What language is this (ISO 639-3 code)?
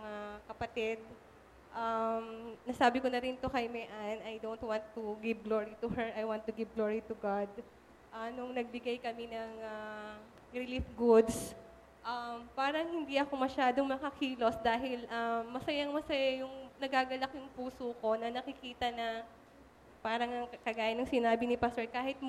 fil